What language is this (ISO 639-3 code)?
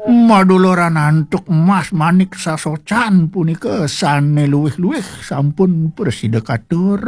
ban